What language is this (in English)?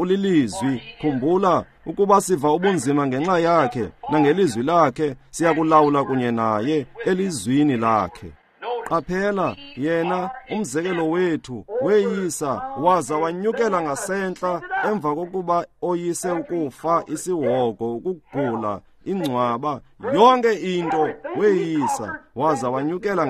Xhosa